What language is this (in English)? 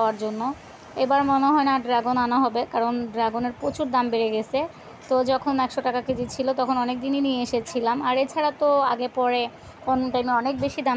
Bangla